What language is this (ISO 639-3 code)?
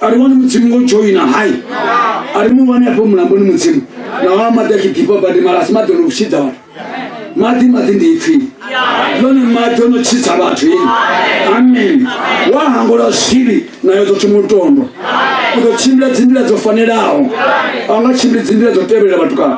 ven